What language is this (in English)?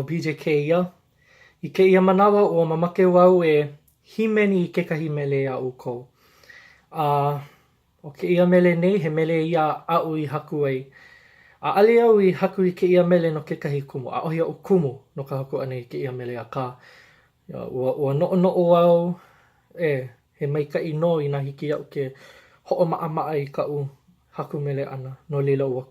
Hawaiian